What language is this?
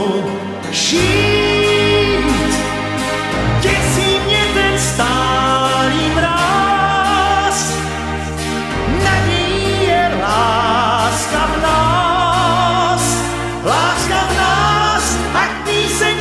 Czech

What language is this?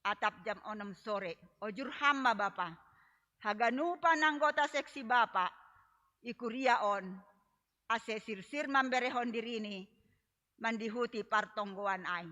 Batak Simalungun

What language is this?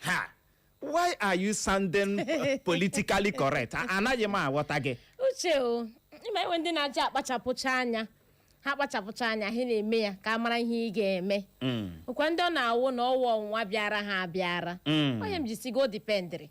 Igbo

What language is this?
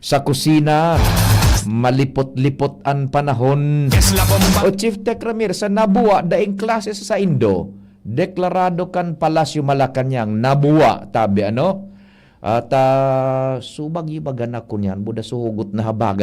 Bikol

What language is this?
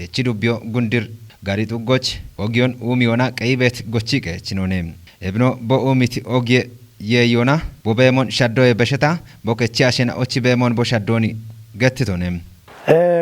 Kafa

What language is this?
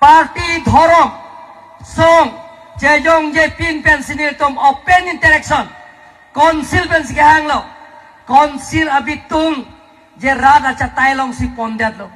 Karbi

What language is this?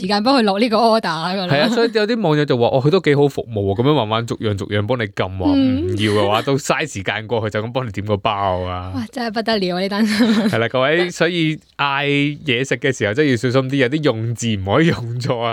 Cantonese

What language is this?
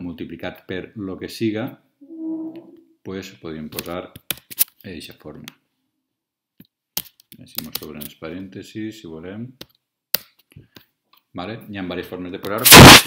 Catalan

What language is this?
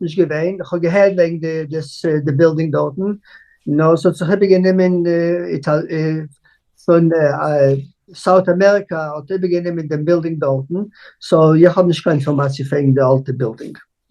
Yiddish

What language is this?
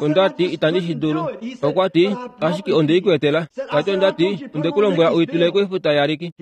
Kuanyama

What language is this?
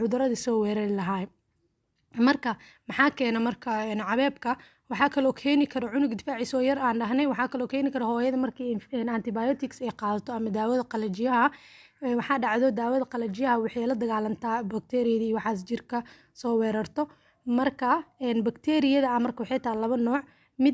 Somali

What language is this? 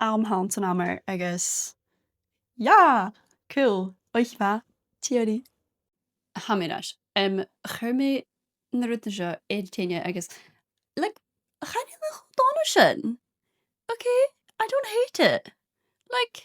Scottish Gaelic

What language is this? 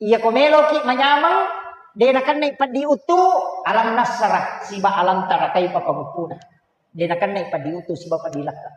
Buginese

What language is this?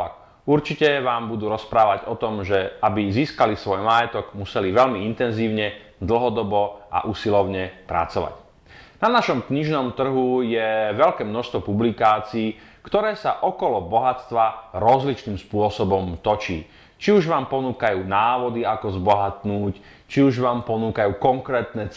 Slovak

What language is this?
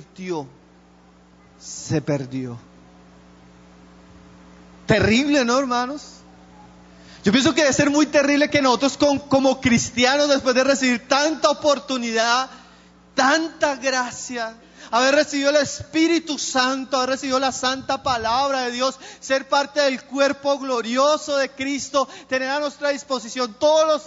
Spanish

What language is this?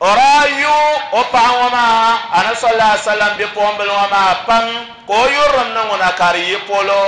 Dagbani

